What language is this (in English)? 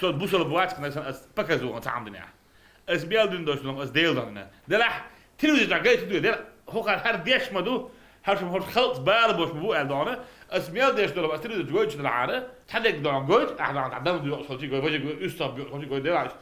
Chechen